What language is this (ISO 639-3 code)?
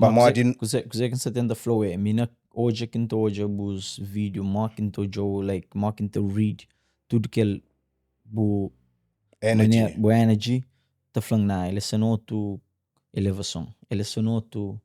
kea